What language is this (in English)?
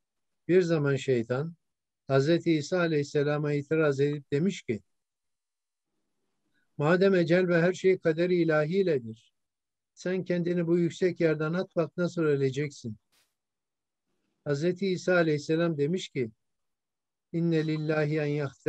Turkish